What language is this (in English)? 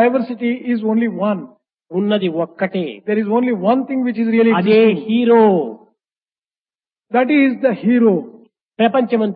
Telugu